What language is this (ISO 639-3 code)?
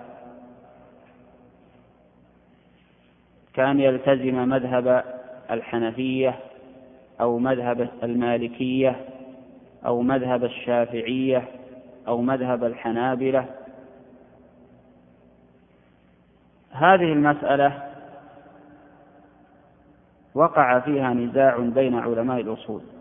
ara